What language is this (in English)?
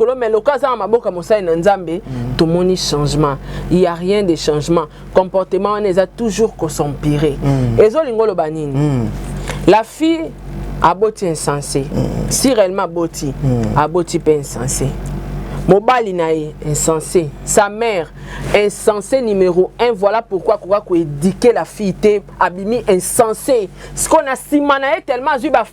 Lingala